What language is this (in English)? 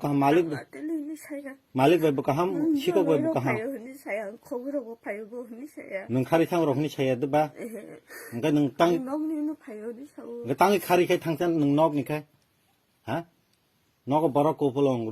Kok Borok